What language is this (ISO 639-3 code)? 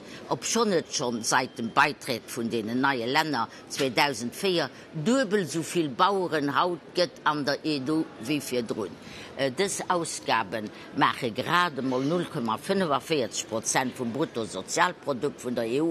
ltz